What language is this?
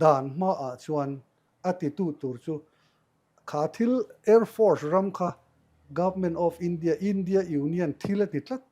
Mizo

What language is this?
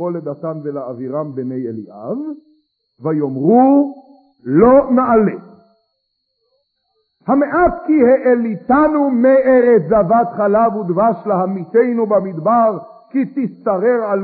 Hebrew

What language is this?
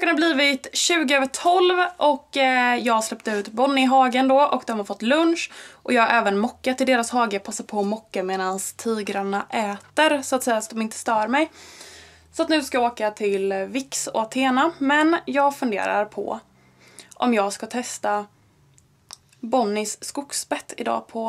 Swedish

